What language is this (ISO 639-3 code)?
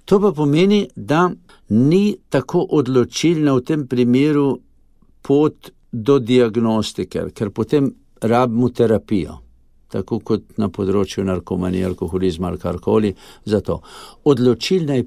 slv